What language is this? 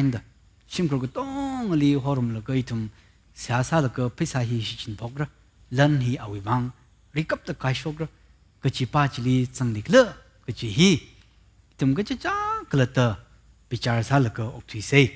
Tangkhul Naga (India)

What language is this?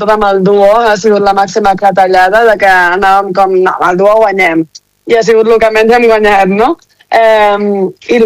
Catalan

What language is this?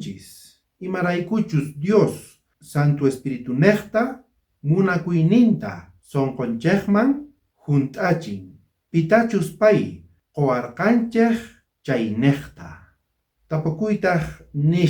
South Bolivian Quechua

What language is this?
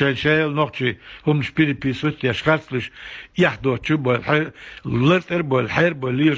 Chechen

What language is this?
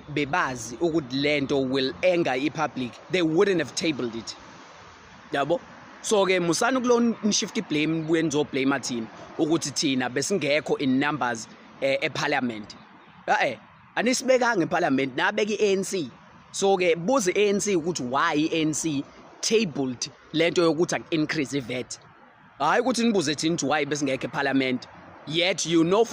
Zulu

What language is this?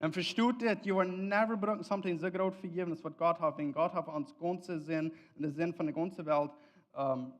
Plautdietsch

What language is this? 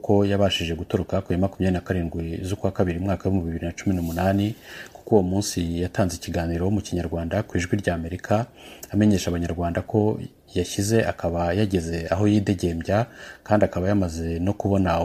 Kinyarwanda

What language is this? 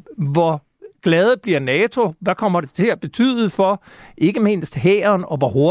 Danish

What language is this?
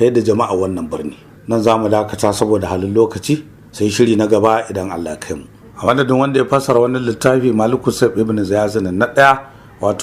Hausa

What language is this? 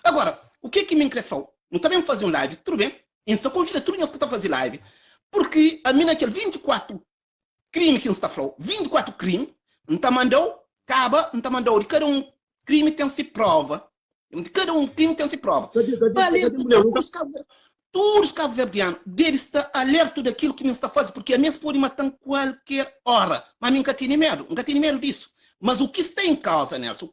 Kabuverdianu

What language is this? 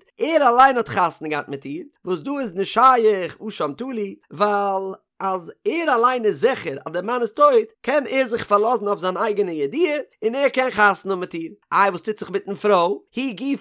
Yiddish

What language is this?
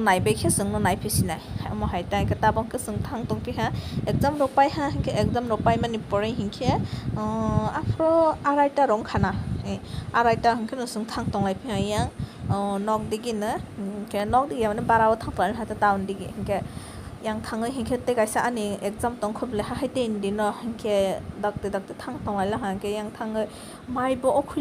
Kok Borok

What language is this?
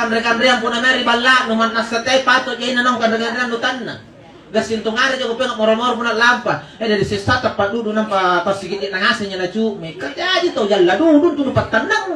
Makasar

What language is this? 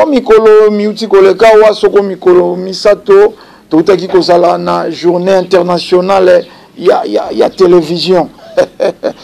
Lingala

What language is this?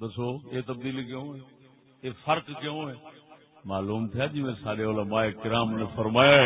Saraiki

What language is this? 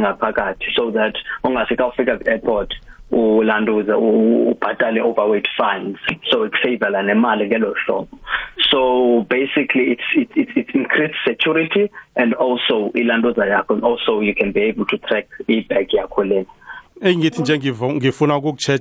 South Ndebele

